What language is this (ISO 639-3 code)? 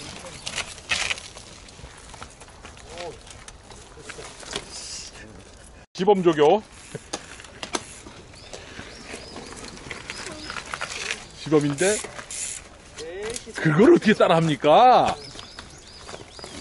kor